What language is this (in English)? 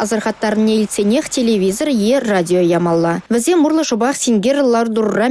Chuvash